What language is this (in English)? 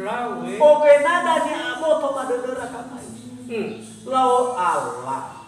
Nias